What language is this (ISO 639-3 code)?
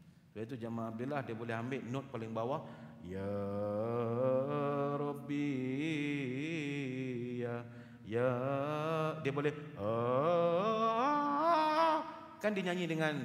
msa